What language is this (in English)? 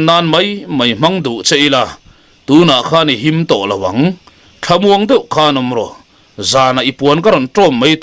Mizo